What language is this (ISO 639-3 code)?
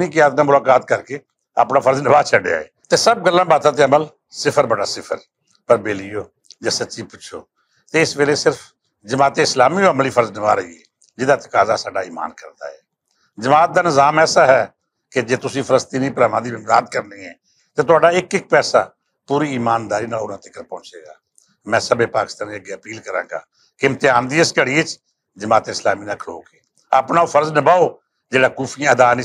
lah